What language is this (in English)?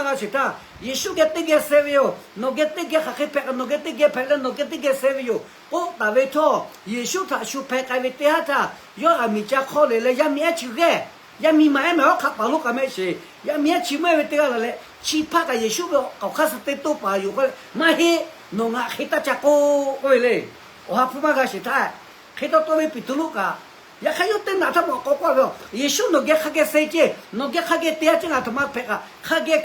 Lahu